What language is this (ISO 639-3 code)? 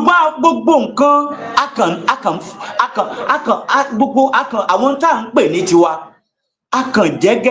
yor